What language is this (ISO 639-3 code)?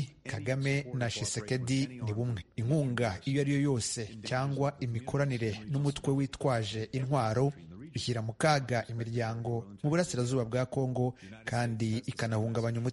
kin